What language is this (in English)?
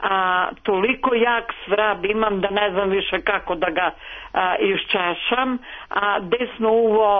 Serbian